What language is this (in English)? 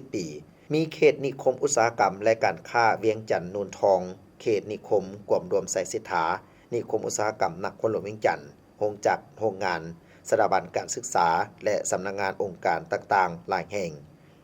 Lao